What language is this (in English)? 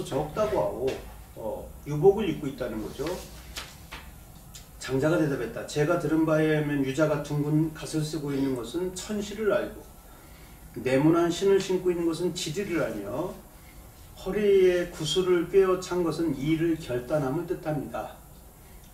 Korean